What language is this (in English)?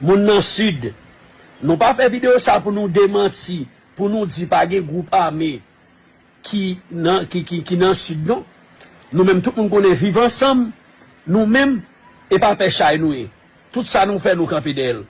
Haitian Creole